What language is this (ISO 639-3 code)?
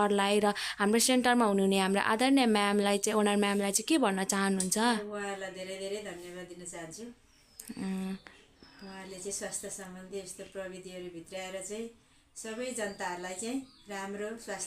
nep